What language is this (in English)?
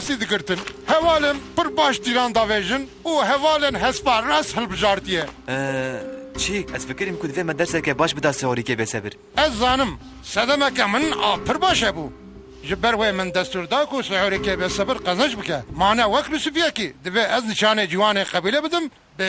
Kurdish